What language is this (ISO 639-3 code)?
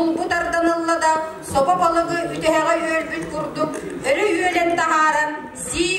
sah